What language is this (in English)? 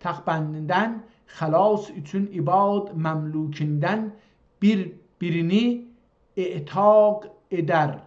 South Azerbaijani